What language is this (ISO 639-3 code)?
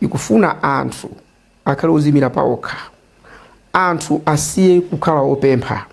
nya